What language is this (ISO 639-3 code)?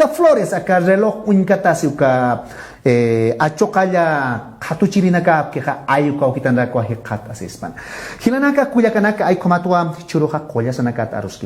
aym